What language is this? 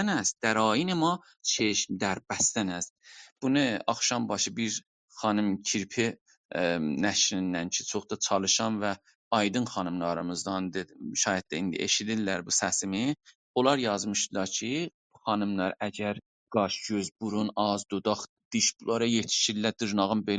South Azerbaijani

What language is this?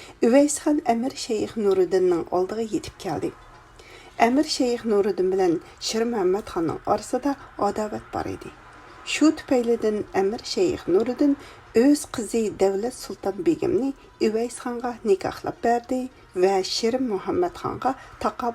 Uyghur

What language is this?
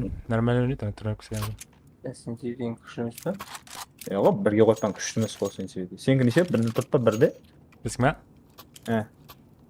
Kara-Kalpak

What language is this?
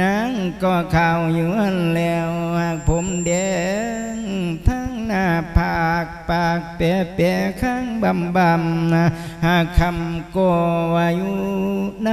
Lao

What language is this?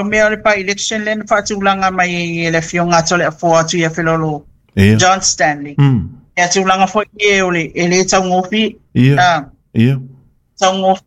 Samoan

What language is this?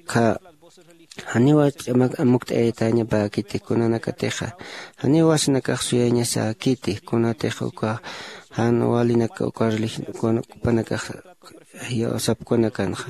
Aymara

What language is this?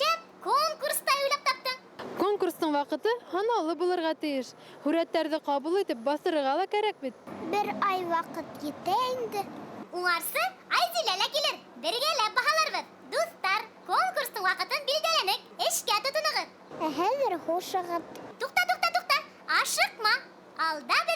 Bashkir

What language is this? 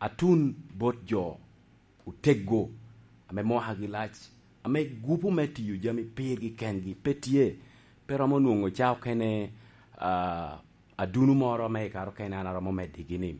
Lango (Uganda)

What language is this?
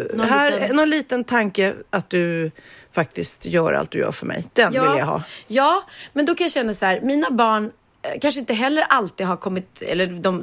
Swedish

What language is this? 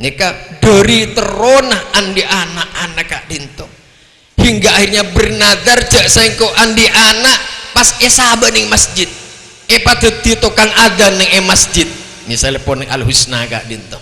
Madurese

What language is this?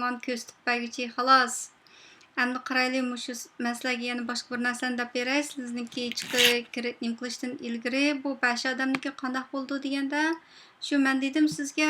Uyghur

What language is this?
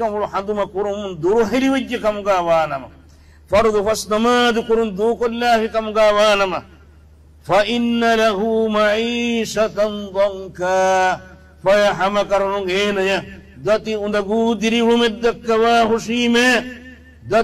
Divehi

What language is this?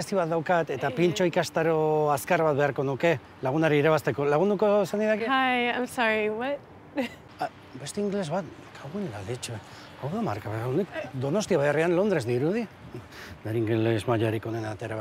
Basque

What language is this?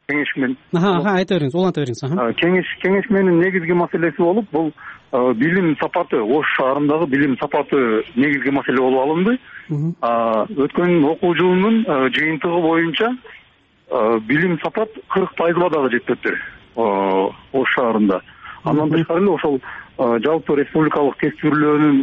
Kyrgyz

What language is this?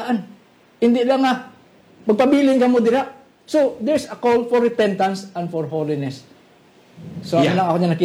Hiligaynon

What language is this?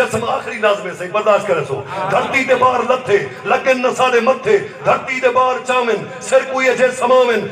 Saraiki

